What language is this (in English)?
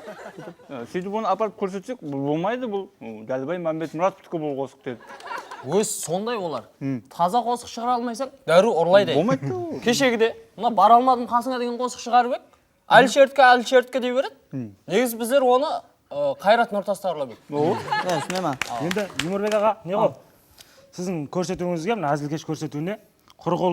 Kara-Kalpak